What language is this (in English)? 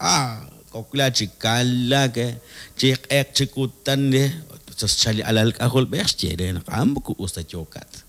Kekchí